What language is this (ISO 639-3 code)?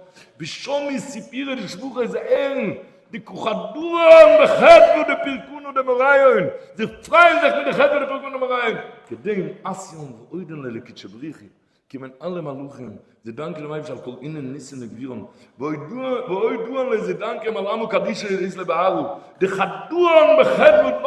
yid